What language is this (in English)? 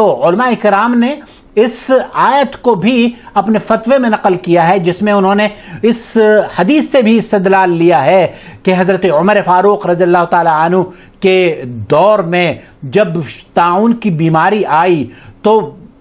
Urdu